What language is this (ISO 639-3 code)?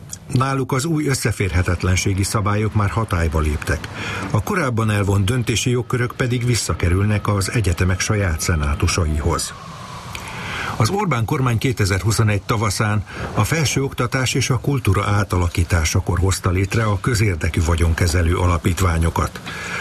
hun